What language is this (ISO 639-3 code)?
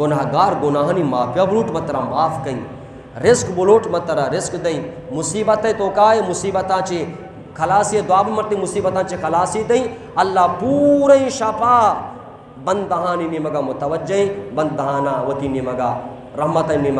bgp